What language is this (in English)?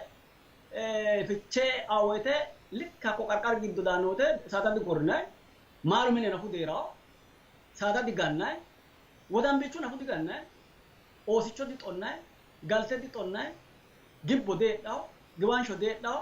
Sidamo